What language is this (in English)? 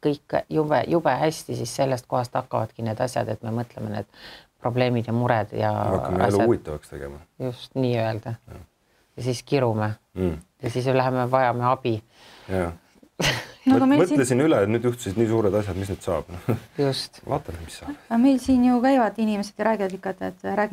Estonian